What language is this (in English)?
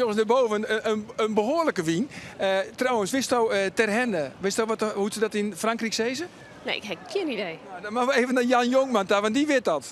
Western Frisian